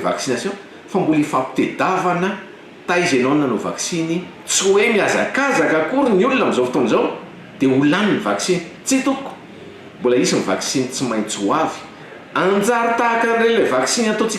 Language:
Malagasy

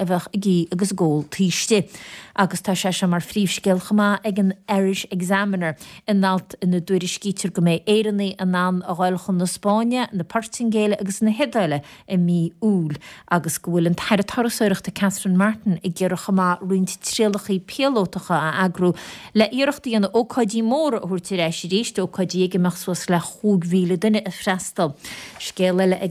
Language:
Irish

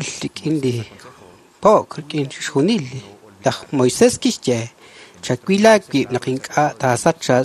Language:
Kekchí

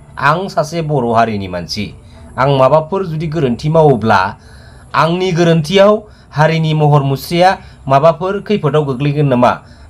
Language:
Bodo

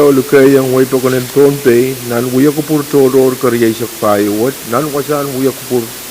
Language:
Pohnpeian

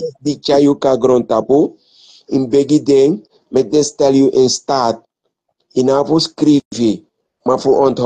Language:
Sranan Tongo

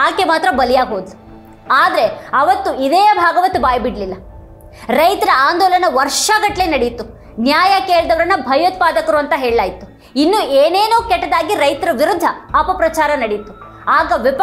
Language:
Kannada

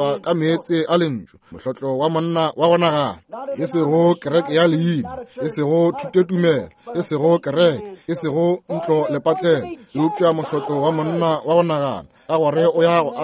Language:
Northern Sotho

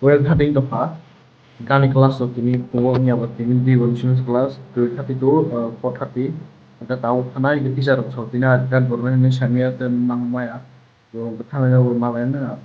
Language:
Kok Borok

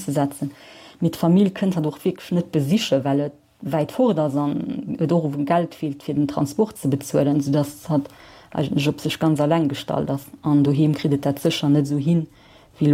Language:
Luxembourgish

